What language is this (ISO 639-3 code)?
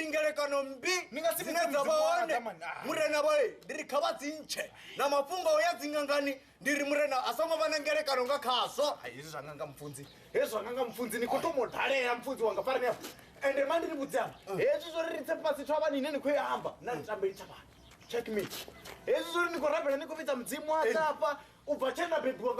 ven